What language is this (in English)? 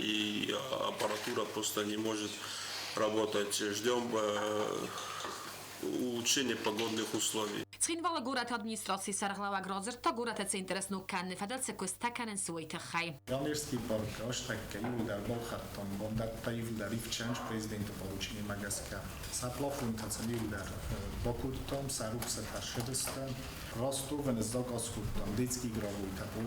Ossetic